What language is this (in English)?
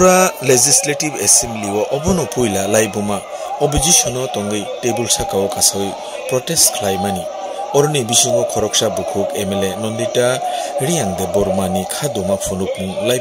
Kok Borok